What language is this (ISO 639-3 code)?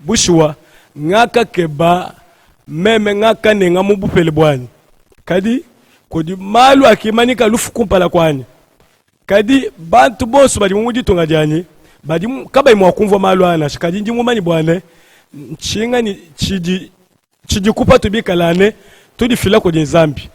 lua